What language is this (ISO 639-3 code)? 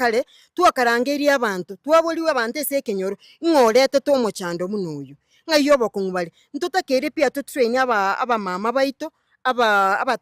guz